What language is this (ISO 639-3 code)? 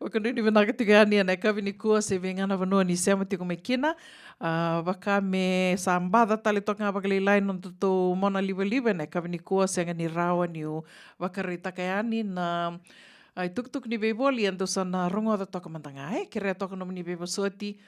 fij